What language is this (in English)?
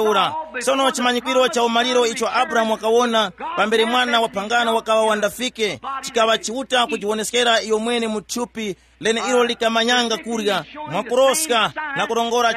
Tumbuka